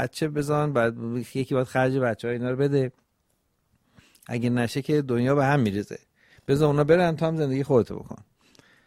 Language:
Persian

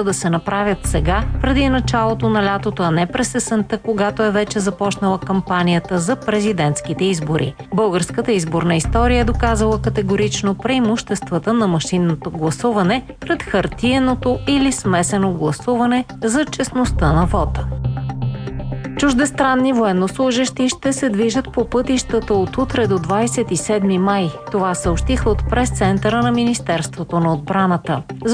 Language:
Bulgarian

